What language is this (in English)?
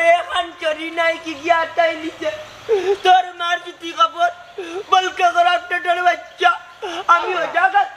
Sylheti